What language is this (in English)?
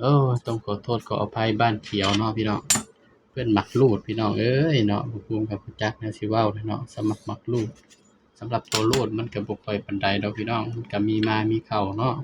Northeastern Thai